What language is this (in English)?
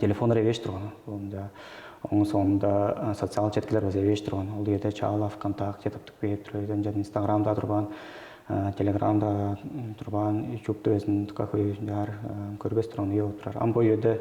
Tuvinian